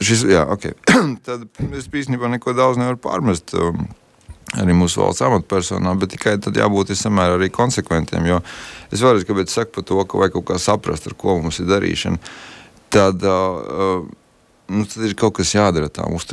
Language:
Latvian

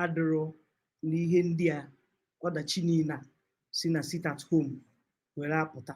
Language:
Igbo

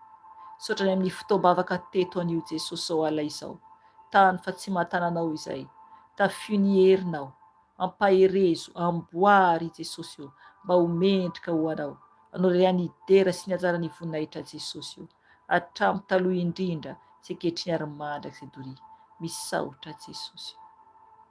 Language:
Malagasy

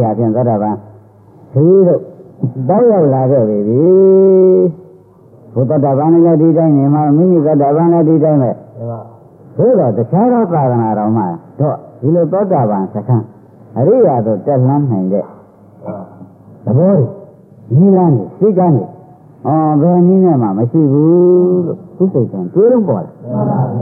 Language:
Burmese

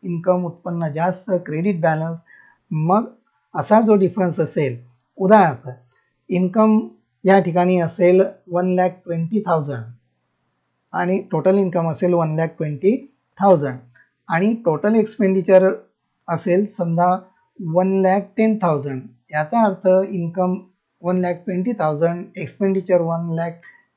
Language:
Marathi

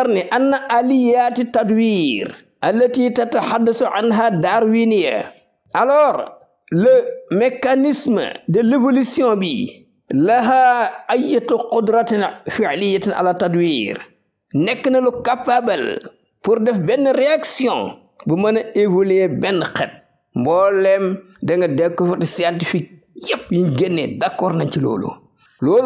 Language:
Wolof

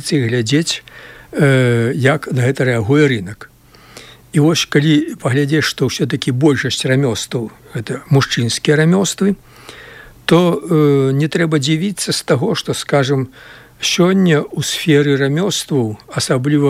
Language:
Belarusian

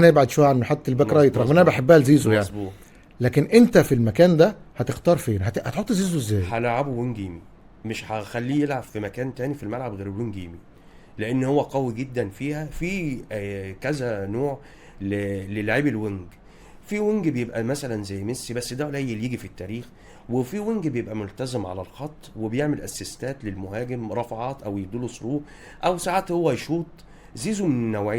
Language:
Egyptian Arabic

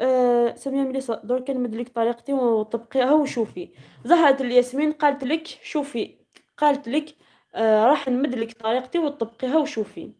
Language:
Algerian Arabic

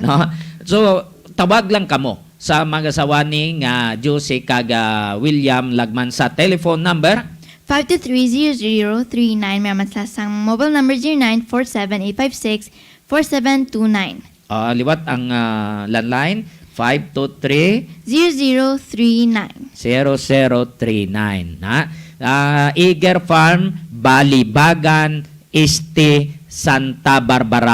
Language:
Hiligaynon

